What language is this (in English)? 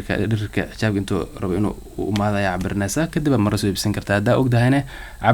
Somali